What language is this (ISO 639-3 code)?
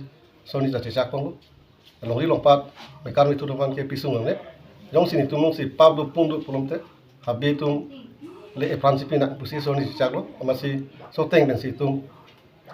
mjw